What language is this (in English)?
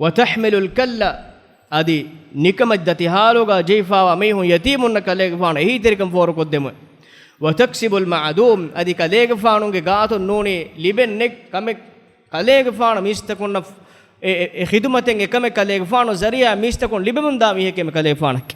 Divehi